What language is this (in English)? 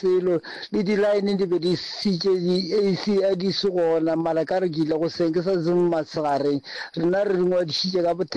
Northern Sotho